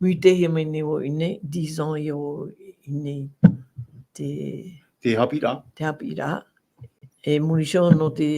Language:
Tahitian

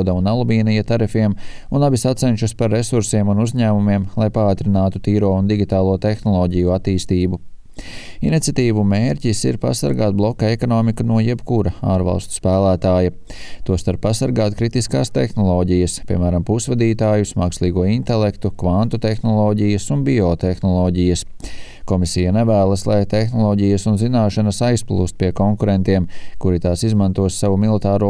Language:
Latvian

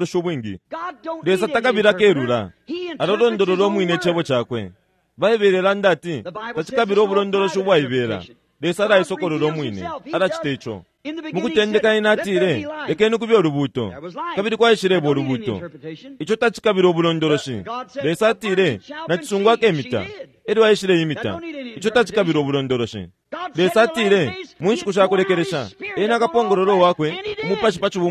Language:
Bemba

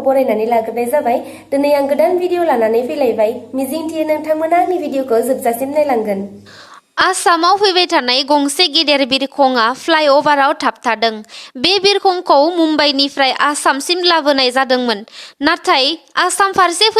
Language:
Bodo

